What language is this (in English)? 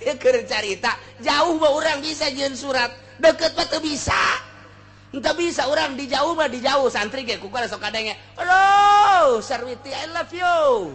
Sundanese